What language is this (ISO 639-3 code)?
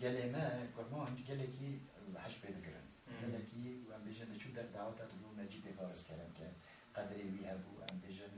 kur